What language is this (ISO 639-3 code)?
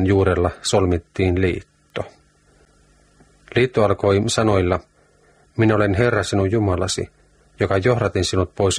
fin